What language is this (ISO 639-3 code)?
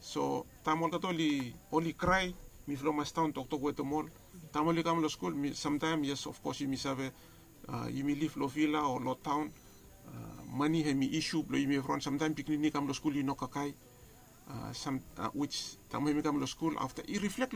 bis